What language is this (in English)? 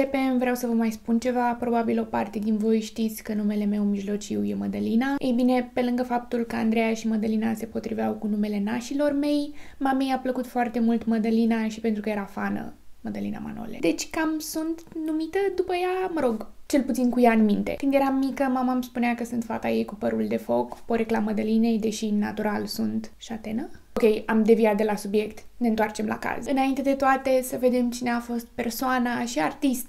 Romanian